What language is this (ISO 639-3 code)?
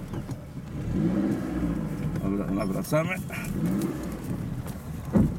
pol